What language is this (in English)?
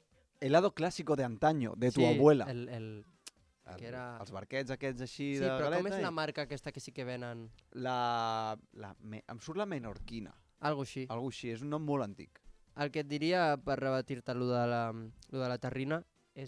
Catalan